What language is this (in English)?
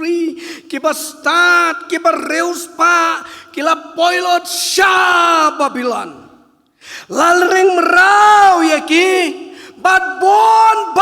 Khasi